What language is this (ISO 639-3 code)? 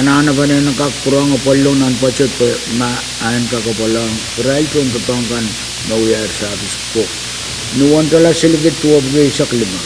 pon